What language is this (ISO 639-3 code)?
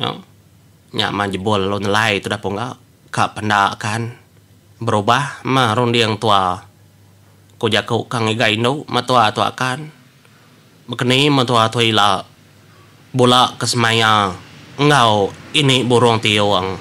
iba